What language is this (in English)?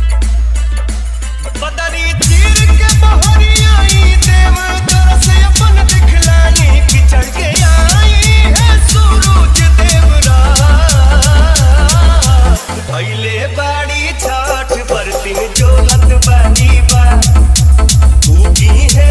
Bhojpuri